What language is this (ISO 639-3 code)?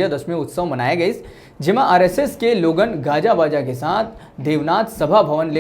hne